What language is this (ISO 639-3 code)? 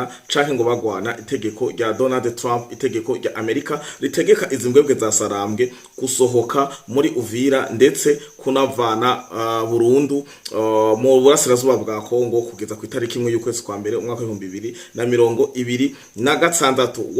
run